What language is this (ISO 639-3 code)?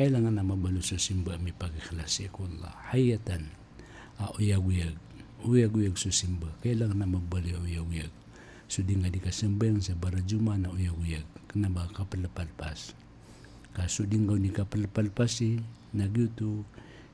mrw